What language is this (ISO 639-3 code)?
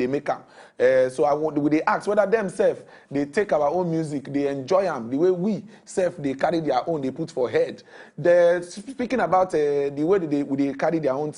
pcm